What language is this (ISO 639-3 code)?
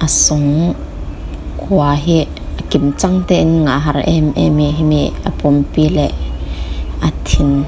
cfm